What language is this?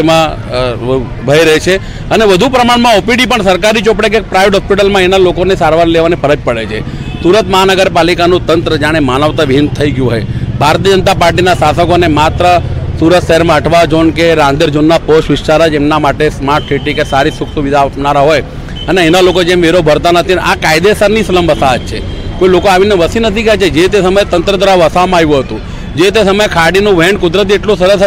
Gujarati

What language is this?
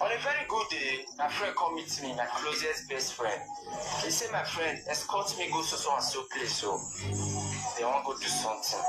Nigerian Pidgin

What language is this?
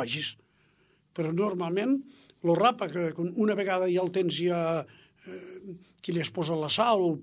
Catalan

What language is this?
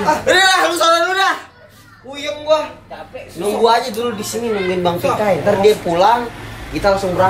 Betawi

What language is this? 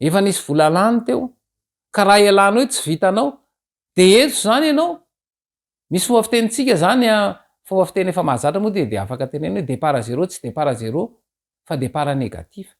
Malagasy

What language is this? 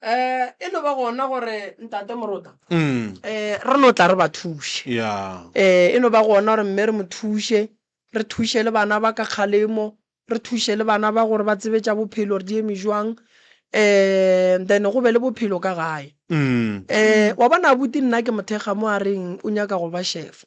Northern Sotho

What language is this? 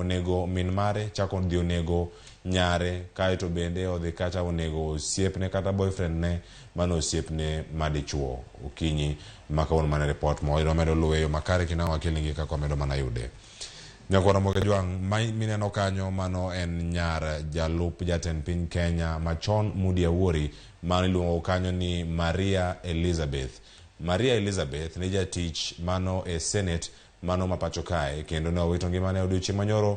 Luo (Kenya and Tanzania)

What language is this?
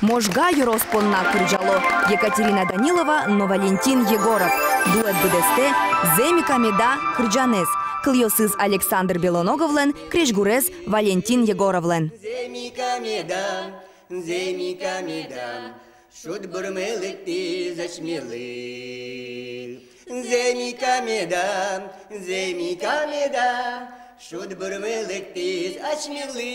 Udmurt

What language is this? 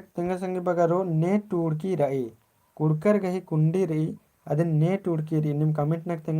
Kurukh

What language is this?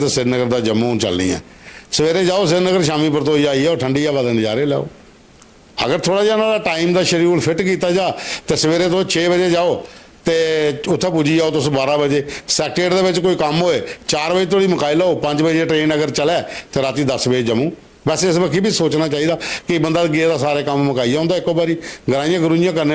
Dogri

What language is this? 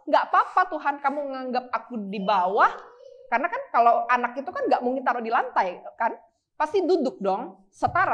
Indonesian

